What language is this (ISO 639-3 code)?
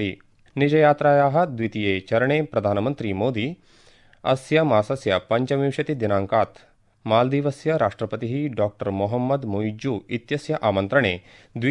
san